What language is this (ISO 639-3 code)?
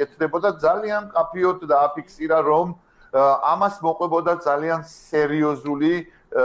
kat